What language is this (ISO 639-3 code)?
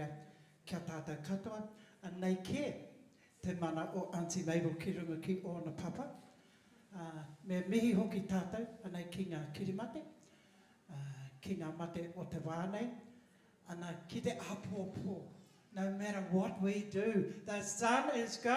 mri